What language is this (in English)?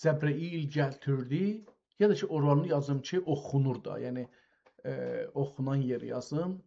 South Azerbaijani